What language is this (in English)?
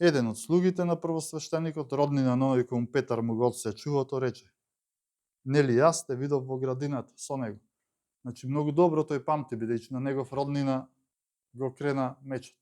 Macedonian